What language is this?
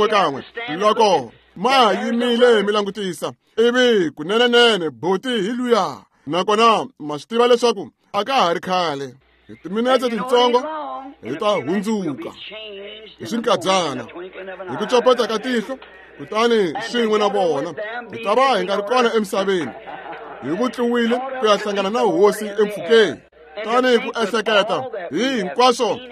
Tsonga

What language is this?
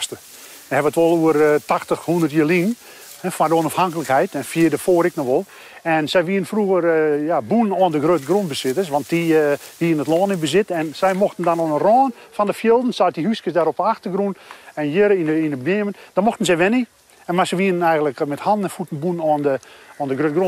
Western Frisian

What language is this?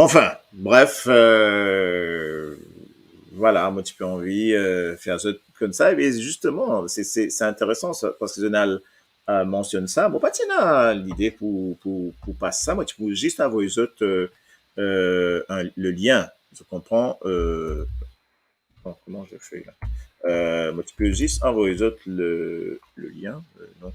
Morisyen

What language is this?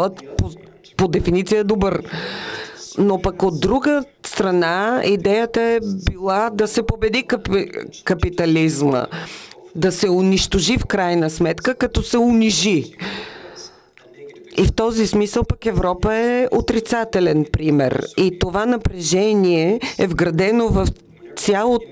Bulgarian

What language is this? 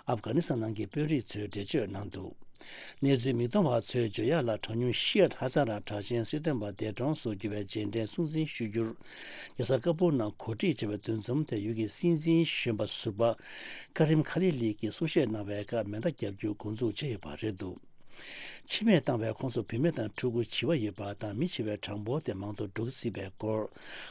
Tibetan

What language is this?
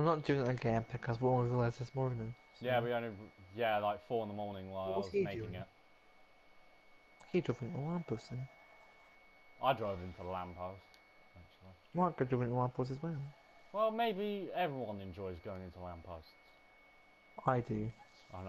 English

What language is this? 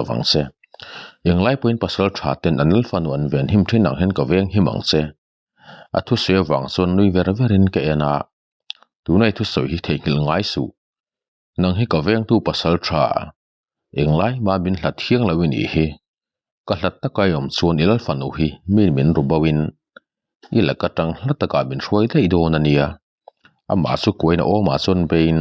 Mizo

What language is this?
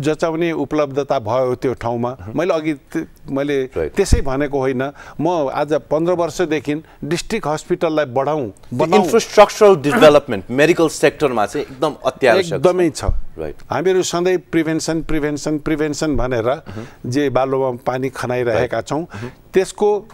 Nepali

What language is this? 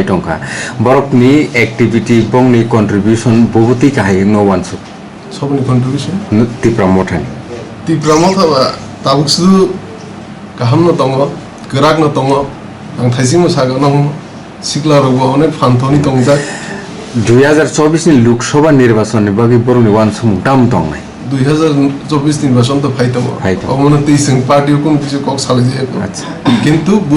Kok Borok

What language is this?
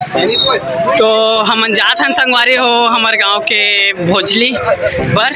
Chhattisgarhi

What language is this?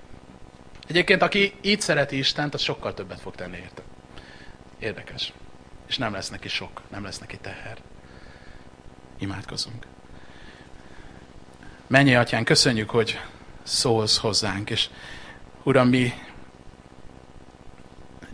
Hungarian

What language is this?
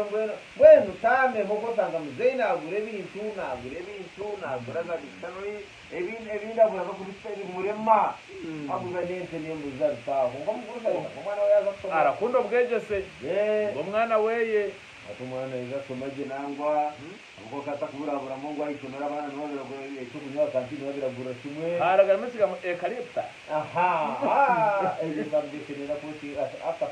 Nyankole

